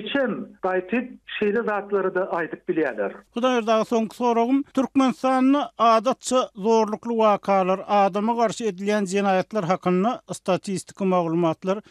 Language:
Turkmen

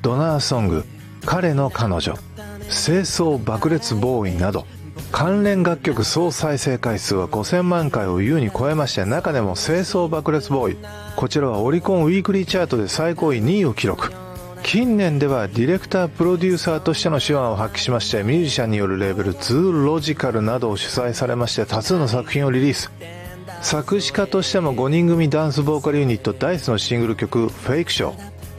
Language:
Japanese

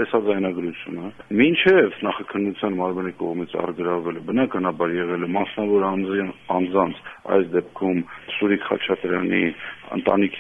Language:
Armenian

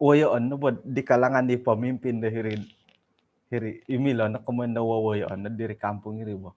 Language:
Central Dusun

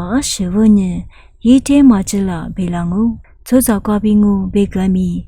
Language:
Lisu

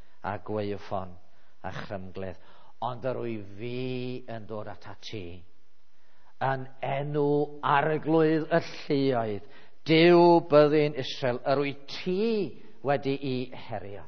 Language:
Welsh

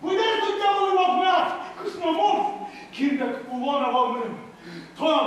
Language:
Udmurt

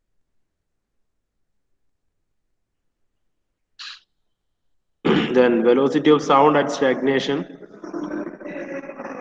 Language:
Malayalam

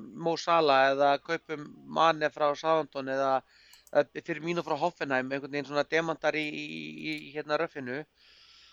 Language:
Icelandic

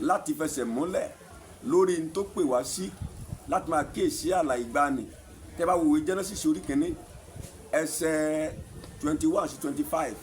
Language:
Yoruba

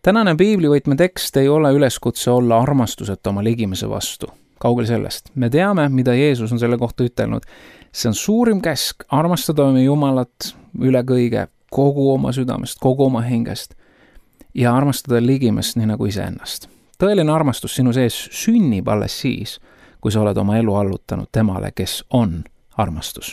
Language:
Estonian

